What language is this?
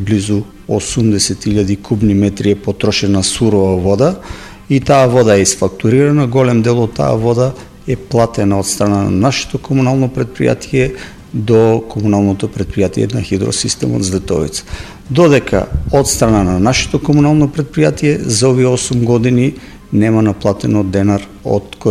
Macedonian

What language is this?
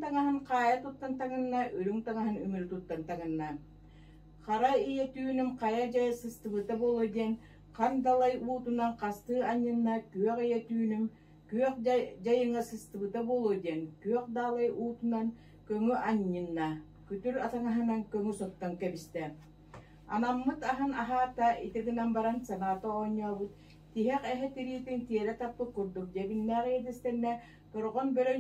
Yakut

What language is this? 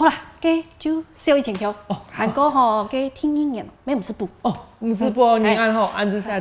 Hakka Chinese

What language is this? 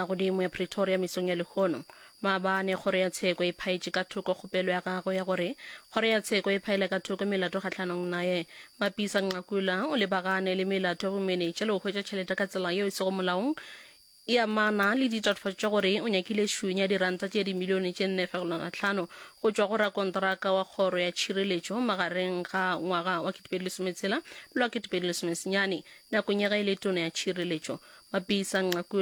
Northern Sotho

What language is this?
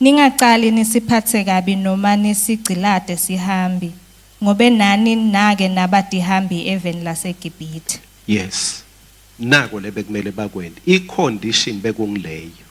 Swati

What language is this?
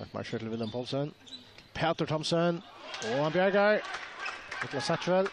Faroese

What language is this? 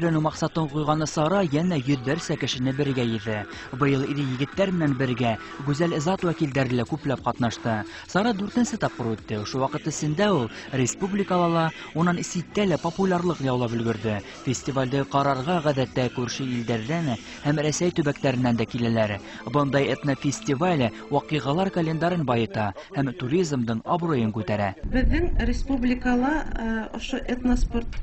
Bashkir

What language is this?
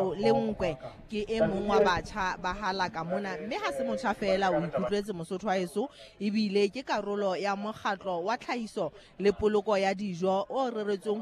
Southern Sotho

